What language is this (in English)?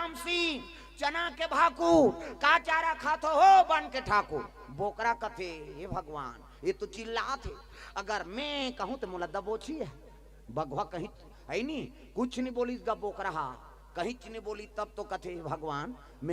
Chhattisgarhi